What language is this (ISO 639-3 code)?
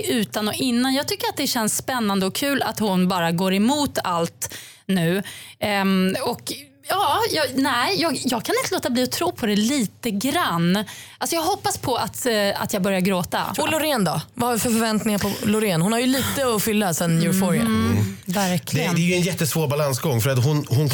swe